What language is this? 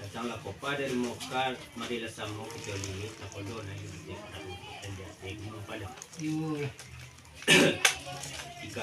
Minangkabau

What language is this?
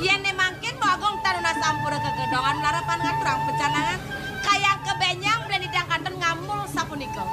Balinese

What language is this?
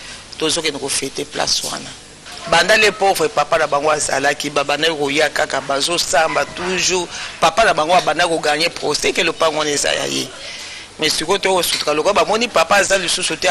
Lingala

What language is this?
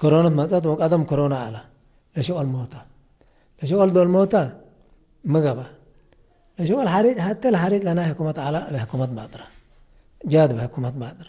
Tigre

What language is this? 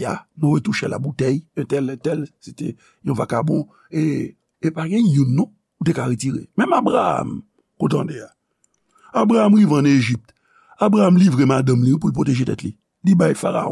Haitian Creole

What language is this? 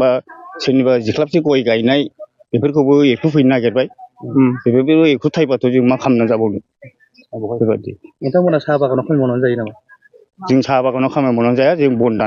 Bodo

